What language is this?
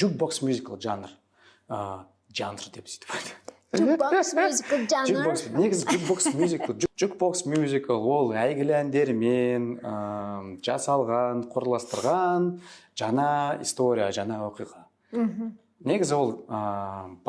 Kazakh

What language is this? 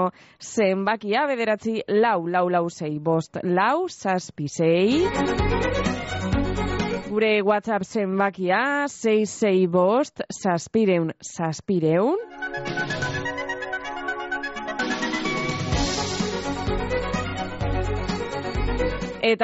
Basque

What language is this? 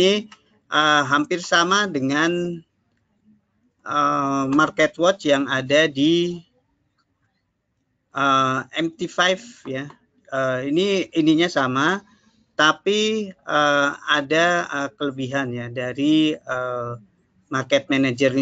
Indonesian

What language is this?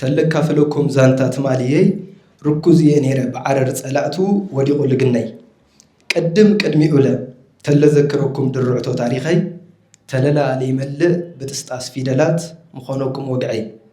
Tigrinya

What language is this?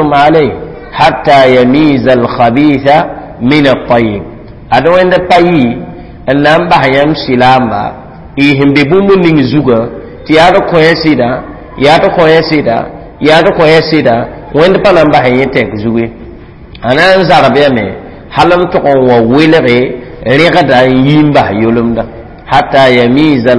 Mossi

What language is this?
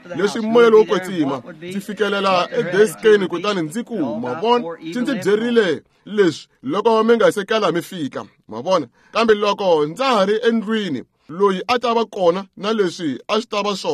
Tsonga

